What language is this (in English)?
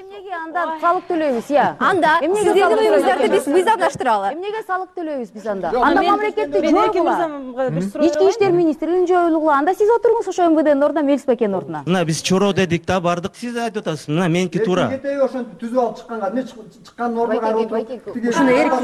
Kyrgyz